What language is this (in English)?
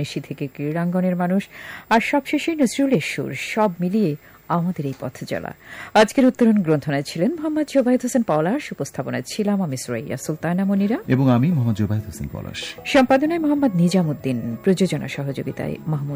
Bangla